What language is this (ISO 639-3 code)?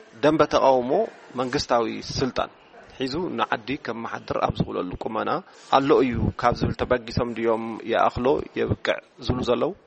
tir